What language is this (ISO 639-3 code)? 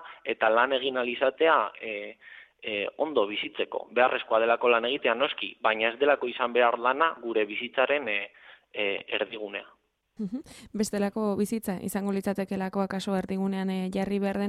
eus